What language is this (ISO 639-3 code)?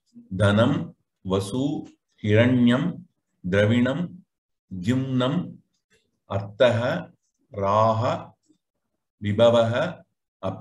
san